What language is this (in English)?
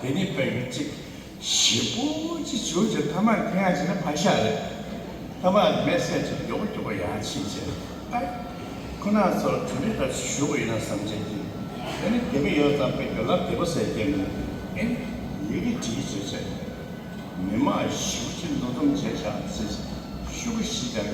Tibetan